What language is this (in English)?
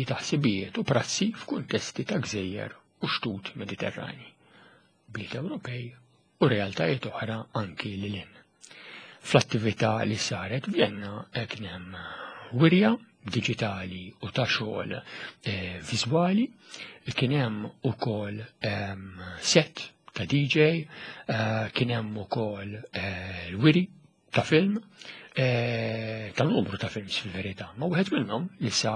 Maltese